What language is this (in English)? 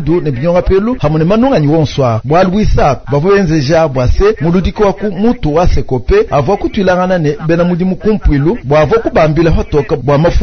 Luba-Lulua